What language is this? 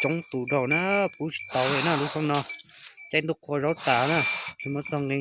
Hmong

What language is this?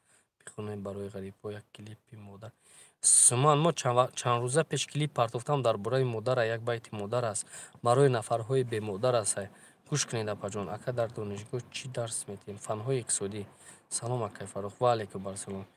Tajik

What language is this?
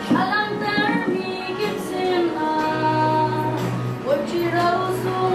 Hakha Chin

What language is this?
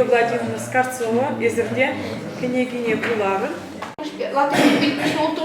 Chuvash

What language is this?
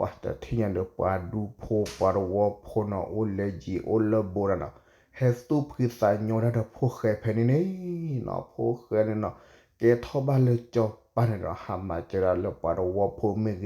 S'gaw Karen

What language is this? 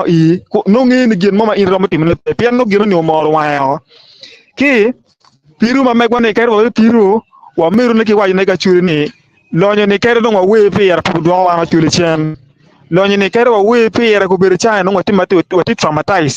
Acoli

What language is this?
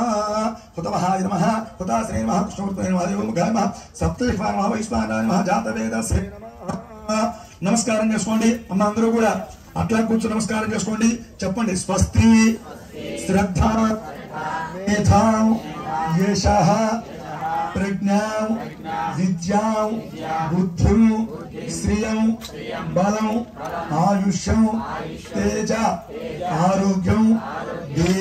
Telugu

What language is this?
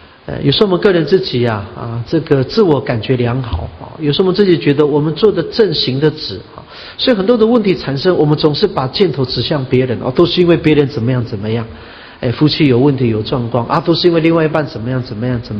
Chinese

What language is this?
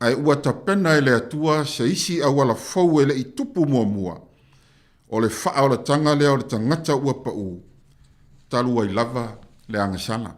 Samoan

